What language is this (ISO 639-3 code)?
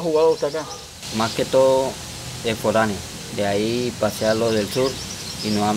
spa